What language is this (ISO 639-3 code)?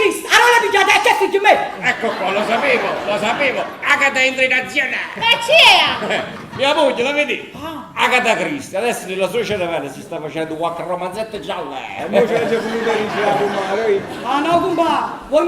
nap